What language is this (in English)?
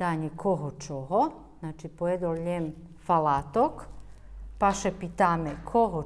Rusyn